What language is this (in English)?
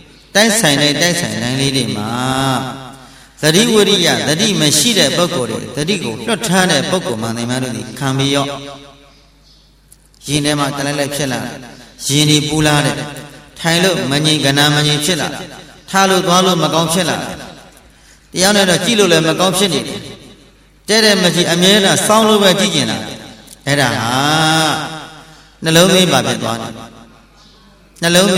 Burmese